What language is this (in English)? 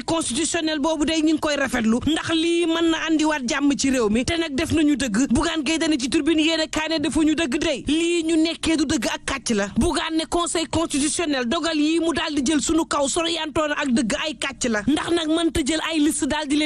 Wolof